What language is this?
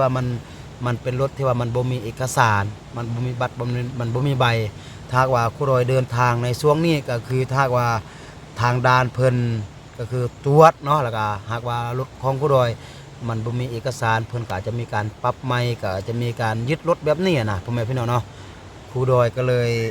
Lao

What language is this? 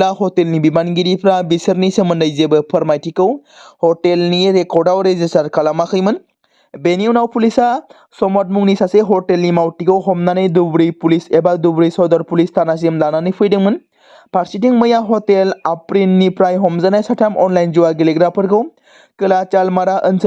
Bodo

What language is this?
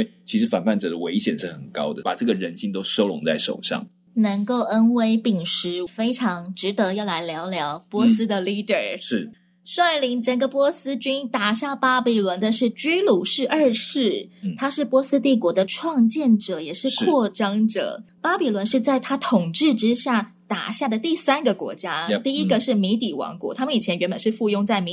Chinese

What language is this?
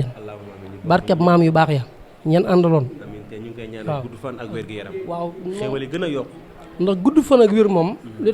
Wolof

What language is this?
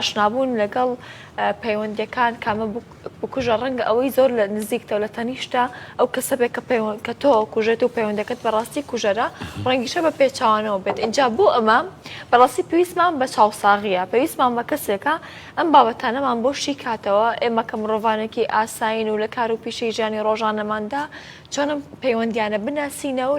Central Kurdish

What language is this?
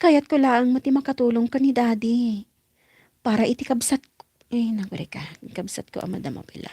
Iloko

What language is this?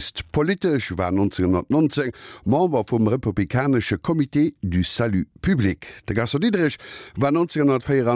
Luxembourgish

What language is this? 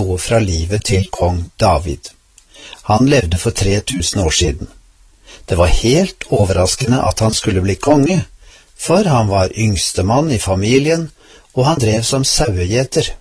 Norwegian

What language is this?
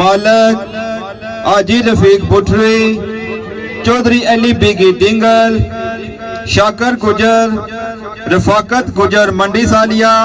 Pahari-Potwari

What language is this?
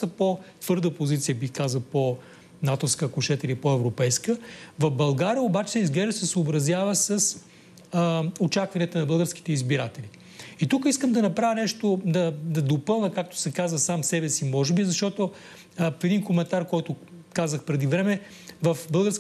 Bulgarian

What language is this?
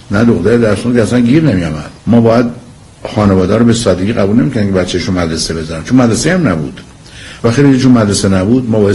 Persian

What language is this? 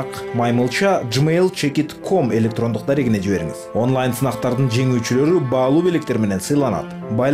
Kyrgyz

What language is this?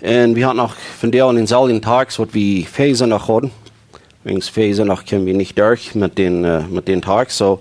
Plautdietsch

